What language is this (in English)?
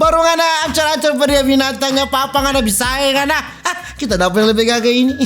Manado Malay